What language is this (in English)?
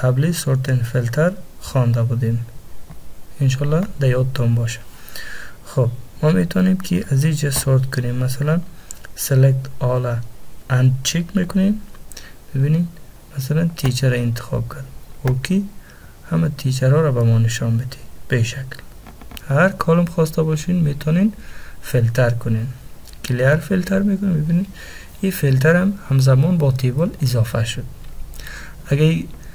Persian